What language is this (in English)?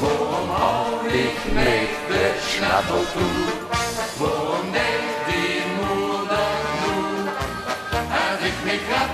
Limburgish